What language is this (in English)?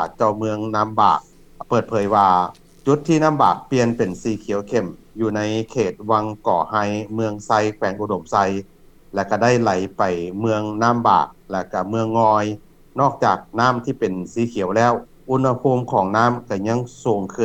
Lao